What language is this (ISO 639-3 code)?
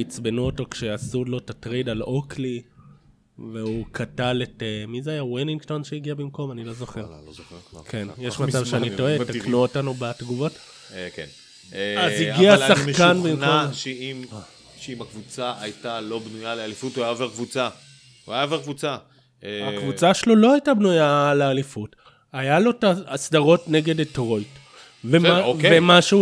heb